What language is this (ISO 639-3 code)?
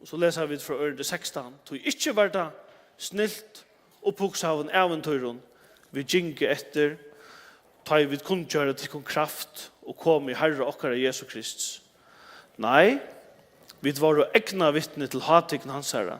fao